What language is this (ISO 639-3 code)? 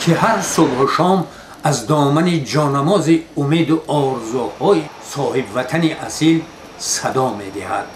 tgk